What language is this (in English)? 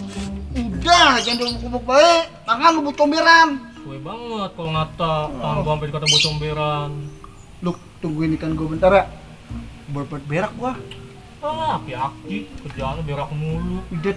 Betawi